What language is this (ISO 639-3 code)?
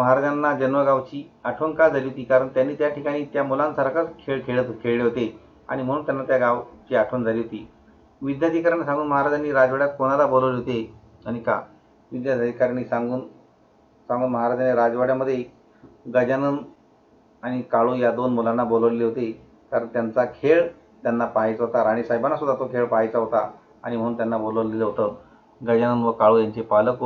mar